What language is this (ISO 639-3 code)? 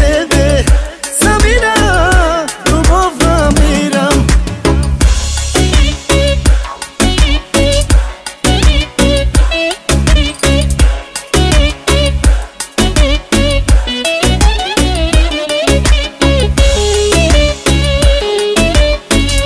bul